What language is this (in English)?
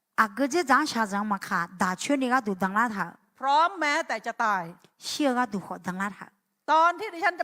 Akha